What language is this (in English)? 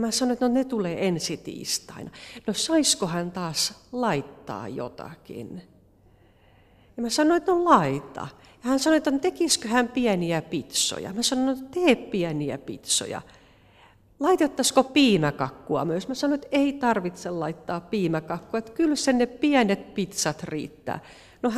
Finnish